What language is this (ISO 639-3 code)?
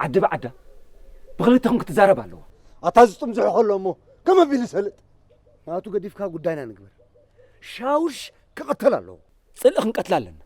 tir